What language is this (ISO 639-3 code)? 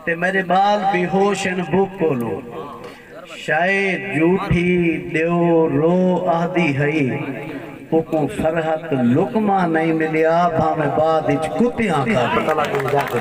skr